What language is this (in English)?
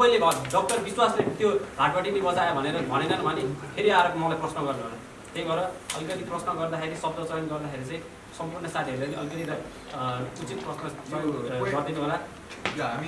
Nepali